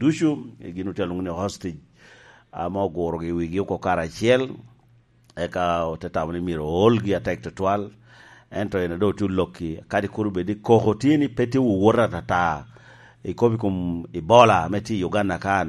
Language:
Lango (Uganda)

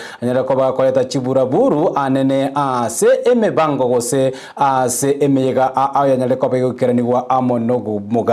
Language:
Gusii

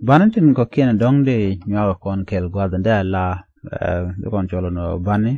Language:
Nuer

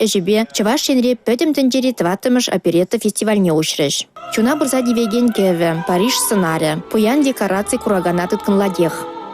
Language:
Chuvash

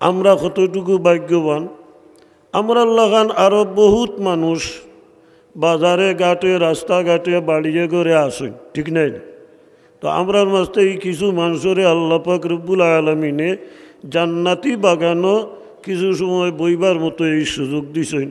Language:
Sylheti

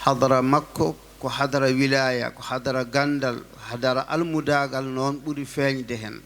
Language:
Fula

